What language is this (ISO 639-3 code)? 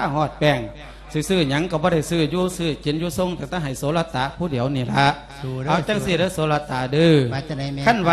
lao